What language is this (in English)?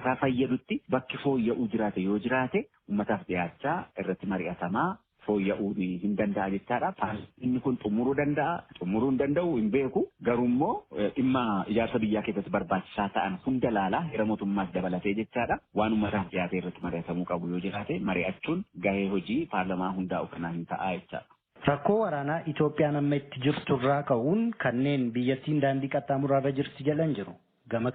Oromo